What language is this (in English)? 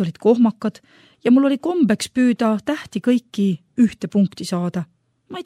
Estonian